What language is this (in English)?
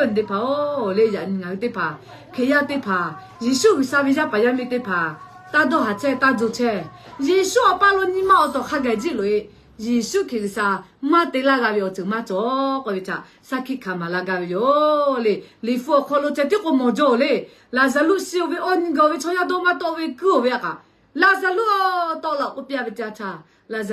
Lahu